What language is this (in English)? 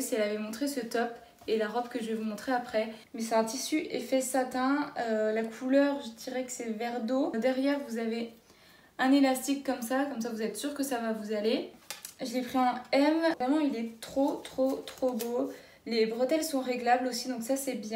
French